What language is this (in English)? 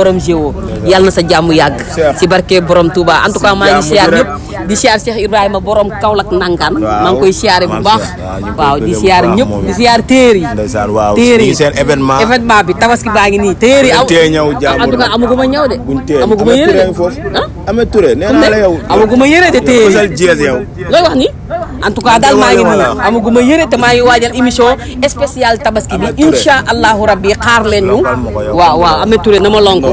Wolof